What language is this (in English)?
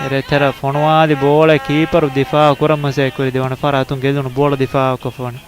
Divehi